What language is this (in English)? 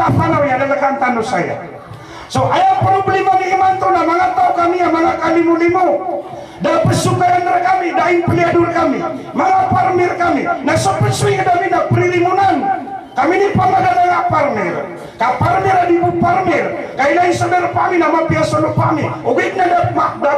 Maranao